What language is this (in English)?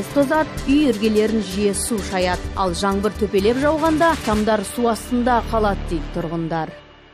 Kazakh